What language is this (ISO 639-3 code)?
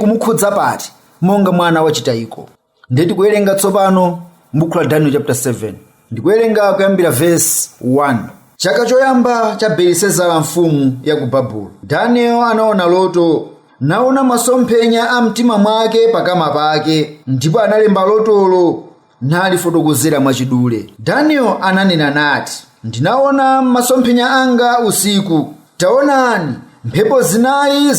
nya